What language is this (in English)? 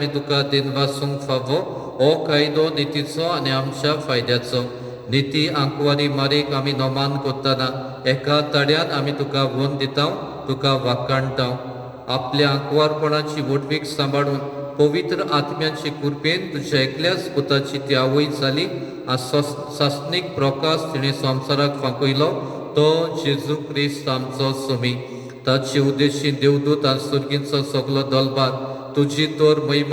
Konkani